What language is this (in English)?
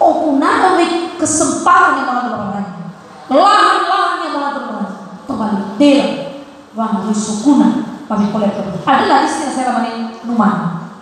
Nias